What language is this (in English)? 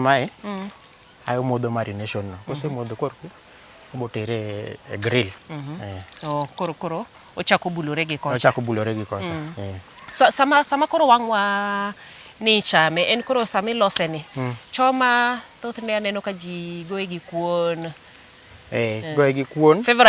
Luo (Kenya and Tanzania)